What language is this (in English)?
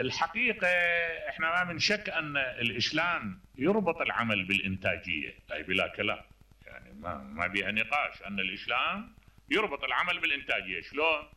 Mesopotamian Arabic